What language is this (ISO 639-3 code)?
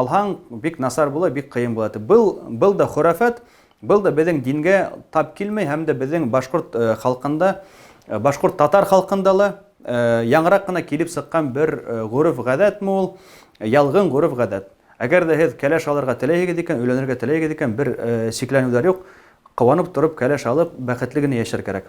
bak